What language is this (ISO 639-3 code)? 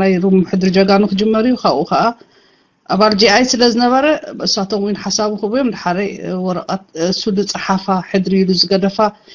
tir